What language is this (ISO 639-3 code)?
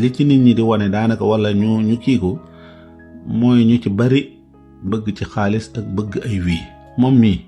wol